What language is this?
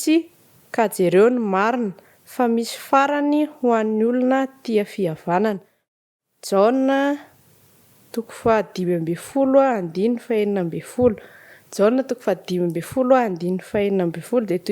Malagasy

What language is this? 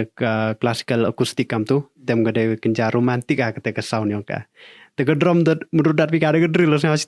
Khasi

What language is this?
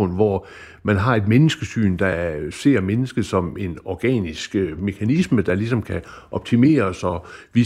Danish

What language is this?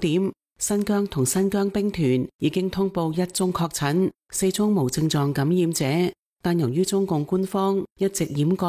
Cantonese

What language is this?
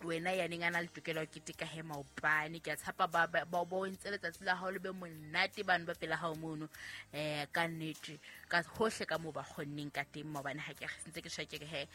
Southern Sotho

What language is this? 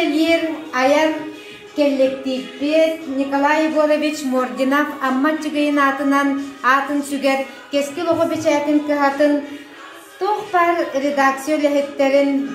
Yakut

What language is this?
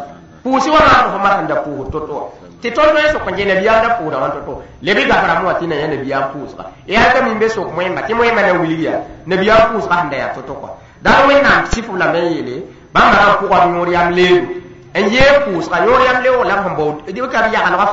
Mossi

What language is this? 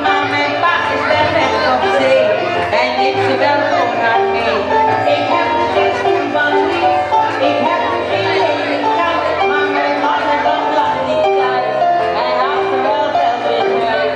Papiamento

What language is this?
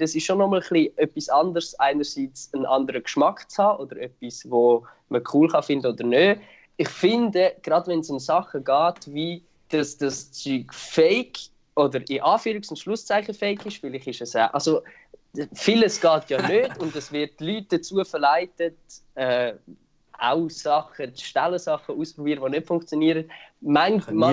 Swiss German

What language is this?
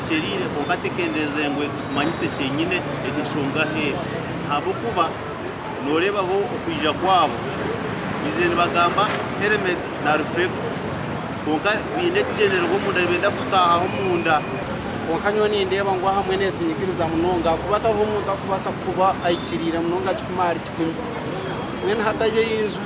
Nyankole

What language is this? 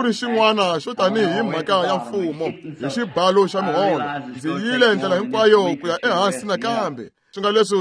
Tsonga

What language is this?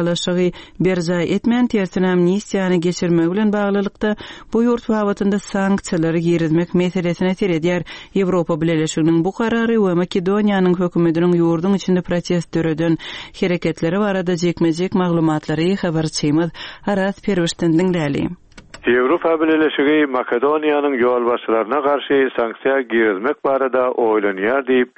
Turkmen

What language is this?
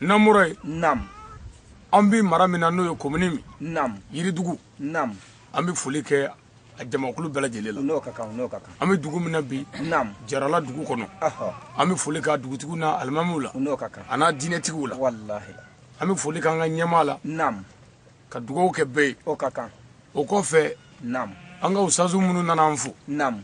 Bambara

